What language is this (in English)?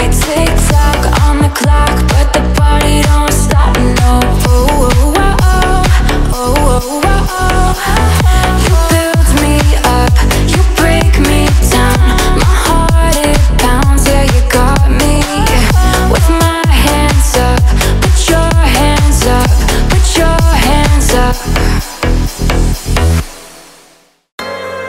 English